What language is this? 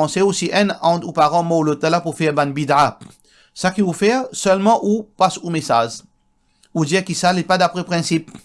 Morisyen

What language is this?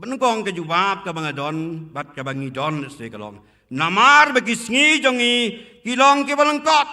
Khasi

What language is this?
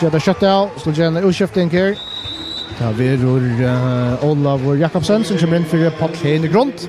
Faroese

